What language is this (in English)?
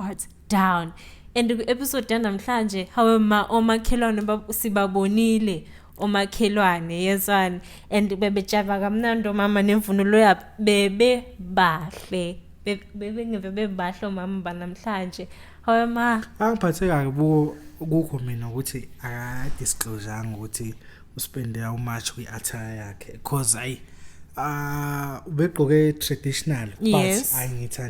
Zulu